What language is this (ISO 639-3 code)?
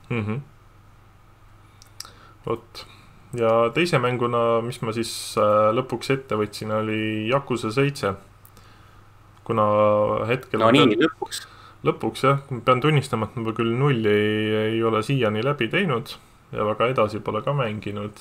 est